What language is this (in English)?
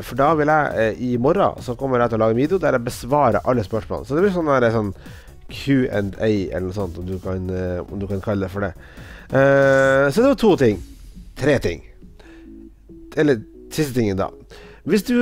Norwegian